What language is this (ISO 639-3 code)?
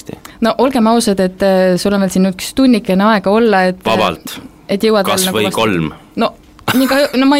est